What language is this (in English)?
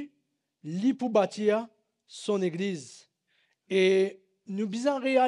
Morisyen